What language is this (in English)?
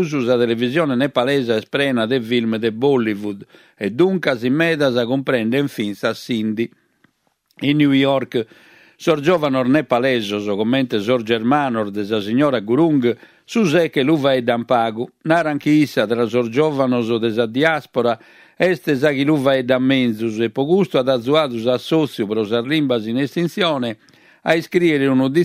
Sardinian